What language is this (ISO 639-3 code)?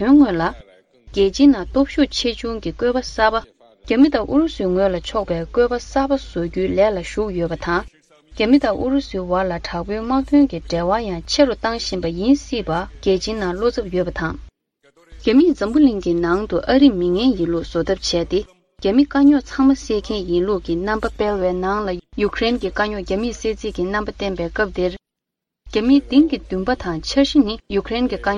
bod